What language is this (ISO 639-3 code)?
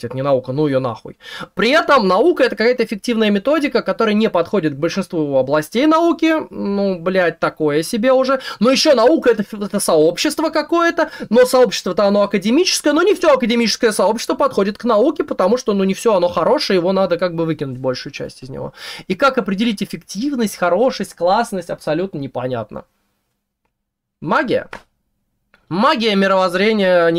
rus